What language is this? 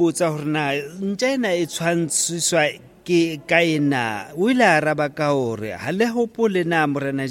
Southern Sotho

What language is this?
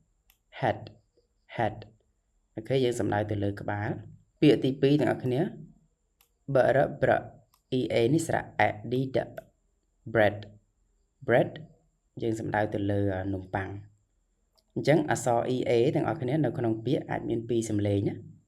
Khmer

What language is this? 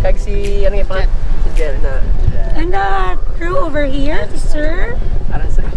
Hiligaynon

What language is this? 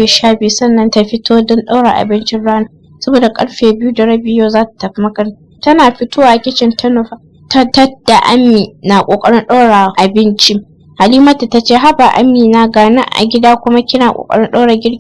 Hausa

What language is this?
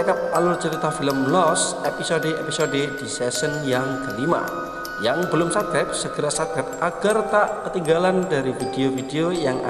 Indonesian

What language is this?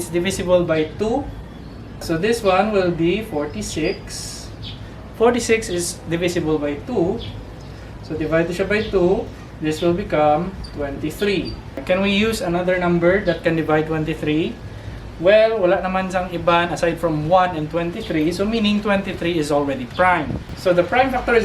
Hiligaynon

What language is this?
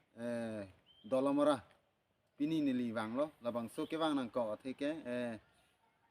Karbi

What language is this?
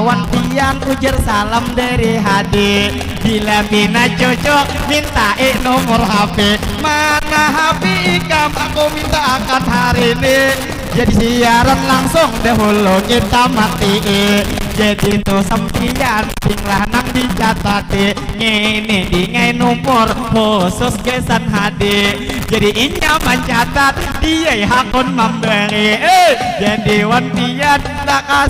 Banjar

